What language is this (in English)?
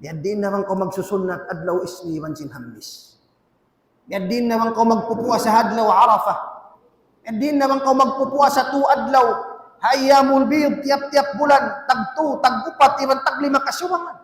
Tausug